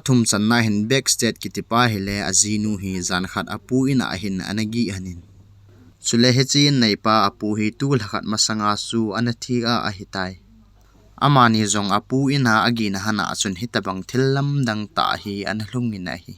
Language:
Thado Chin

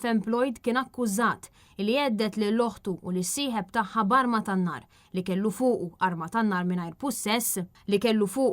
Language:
Maltese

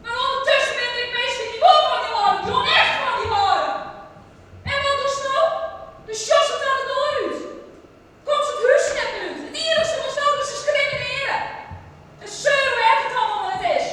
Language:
Western Frisian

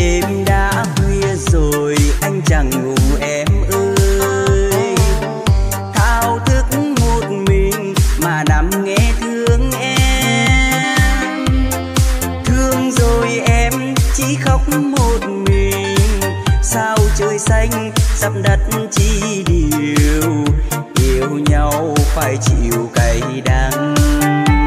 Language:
Vietnamese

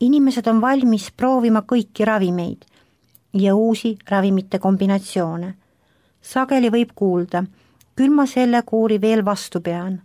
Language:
Estonian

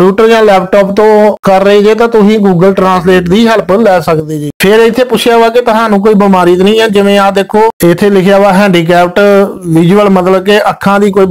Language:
Punjabi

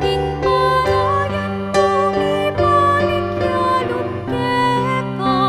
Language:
Pampanga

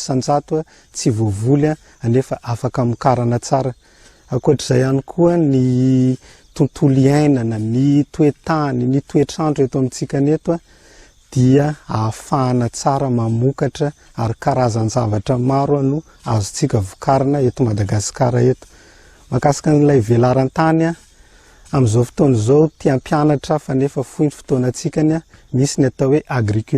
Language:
Malagasy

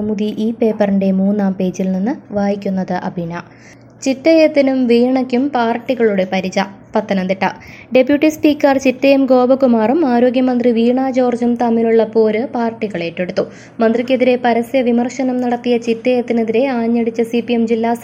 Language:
Malayalam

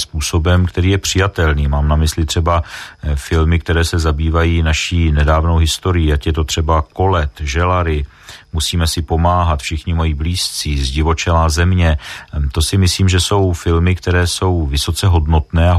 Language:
Czech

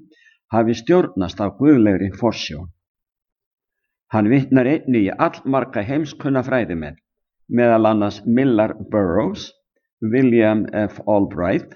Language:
Icelandic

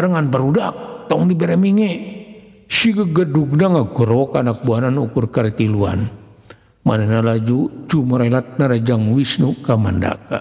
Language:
Sundanese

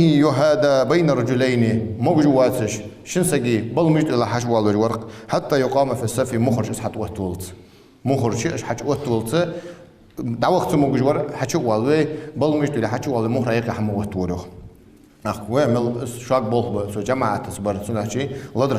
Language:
Ingush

